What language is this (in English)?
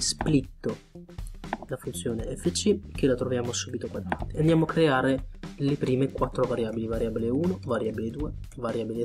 Italian